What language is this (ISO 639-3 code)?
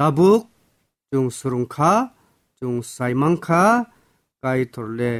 trp